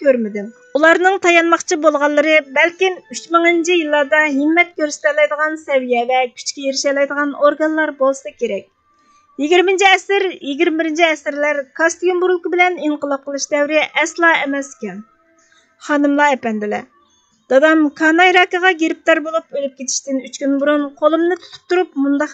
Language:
Uyghur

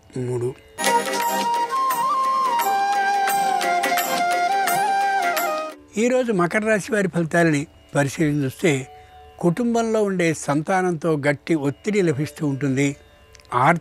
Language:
Telugu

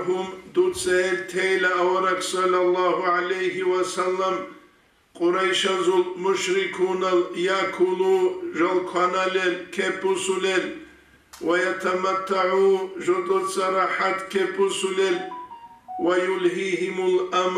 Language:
Avaric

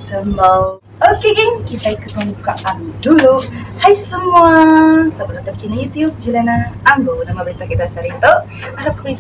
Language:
Iban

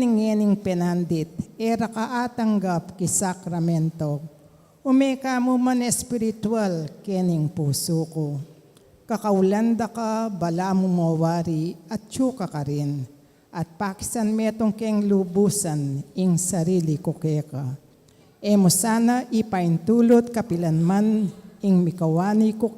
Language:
Pampanga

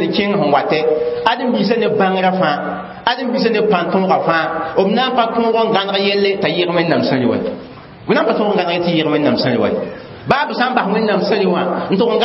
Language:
Mossi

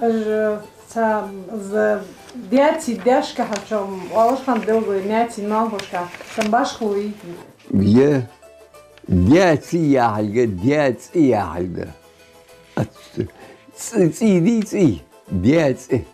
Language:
Ingush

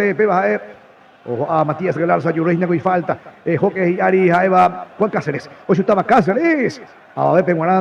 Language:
Guarani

